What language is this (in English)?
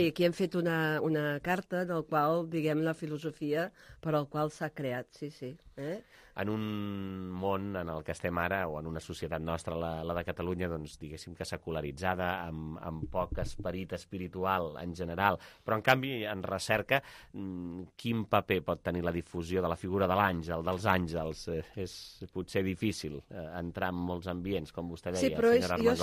Catalan